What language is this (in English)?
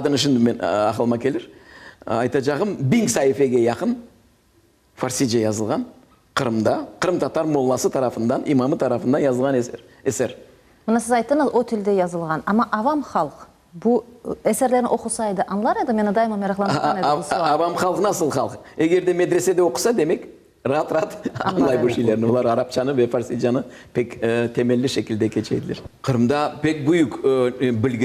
Crimean Tatar